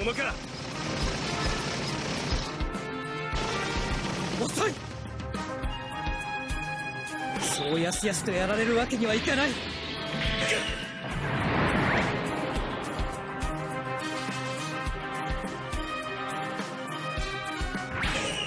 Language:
Japanese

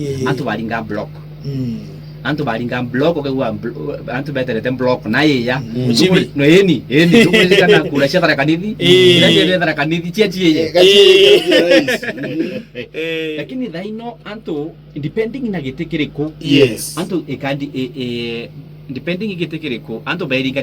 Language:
Meru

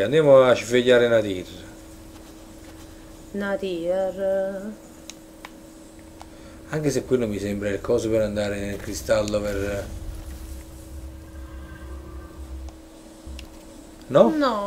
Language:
Italian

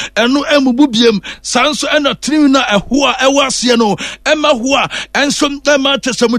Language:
Akan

